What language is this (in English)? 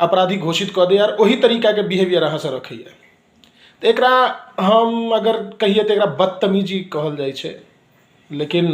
Maithili